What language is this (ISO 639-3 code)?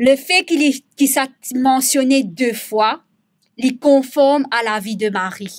mfe